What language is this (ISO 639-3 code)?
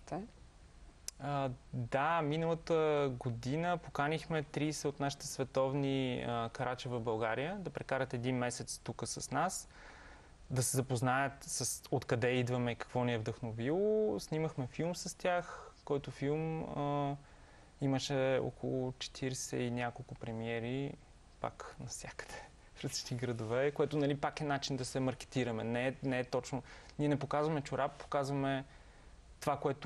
bul